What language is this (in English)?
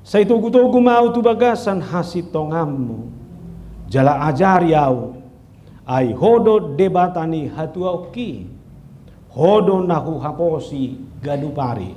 Batak Toba